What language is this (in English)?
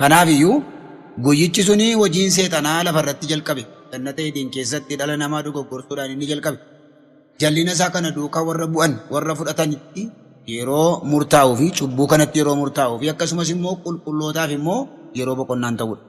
Oromo